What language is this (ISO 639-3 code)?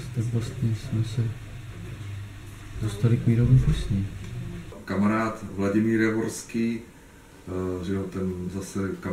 ces